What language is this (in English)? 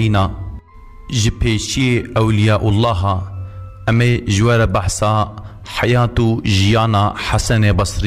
Kurdish